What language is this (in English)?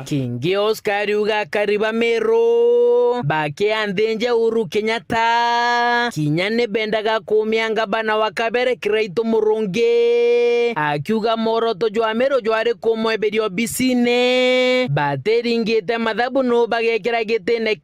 Meru